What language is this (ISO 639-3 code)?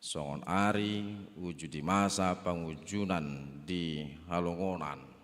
bbc